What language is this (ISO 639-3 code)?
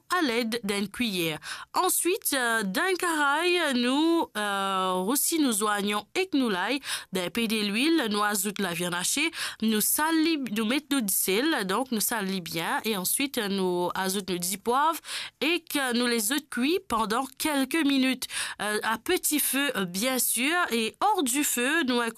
mfe